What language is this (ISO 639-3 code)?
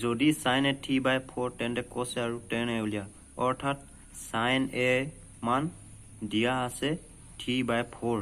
asm